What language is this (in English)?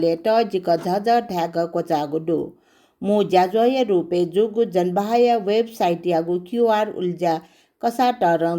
Newari